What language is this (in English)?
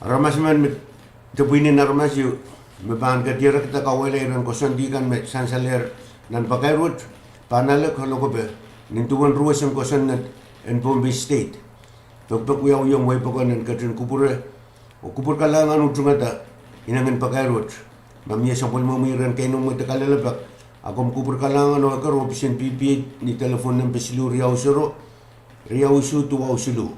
Pohnpeian